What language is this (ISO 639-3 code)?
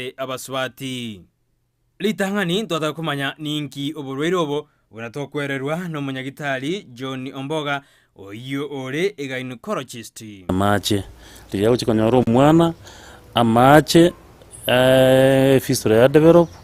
guz